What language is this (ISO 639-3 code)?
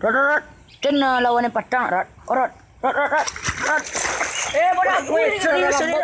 min